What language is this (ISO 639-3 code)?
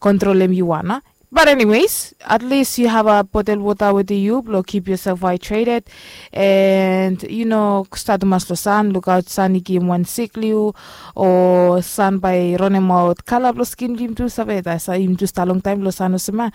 bis